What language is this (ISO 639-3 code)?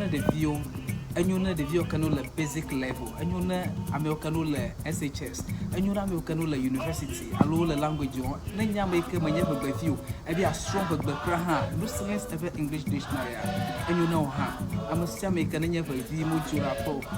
ewe